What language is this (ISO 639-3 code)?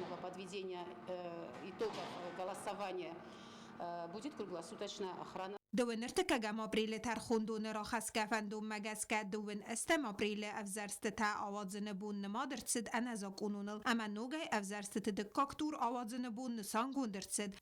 oss